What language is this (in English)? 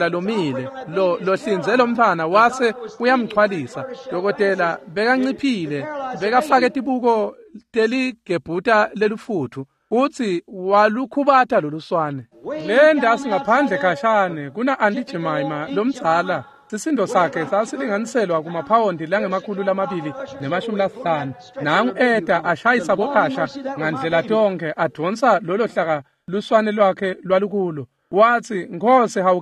Swati